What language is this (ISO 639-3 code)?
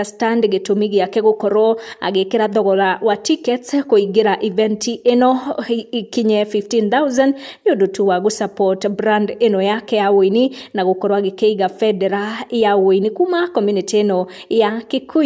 kik